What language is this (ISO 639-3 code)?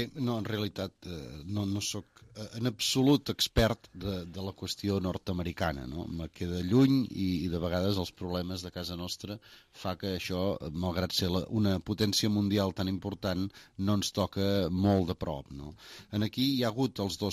cat